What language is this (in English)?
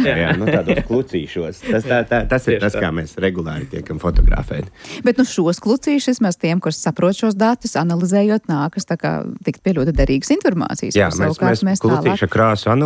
Latvian